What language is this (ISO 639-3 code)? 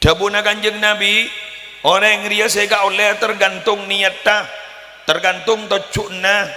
mad